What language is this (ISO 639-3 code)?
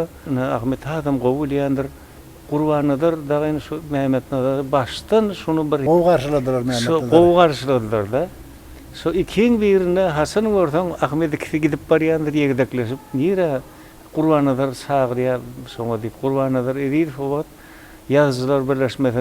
tuk